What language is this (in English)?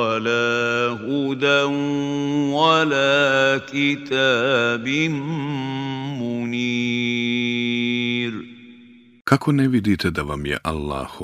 Bosnian